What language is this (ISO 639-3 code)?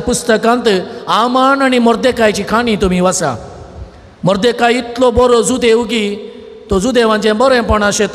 kok